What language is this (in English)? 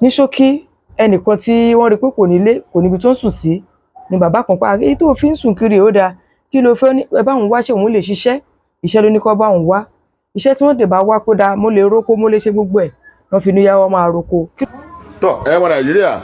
Yoruba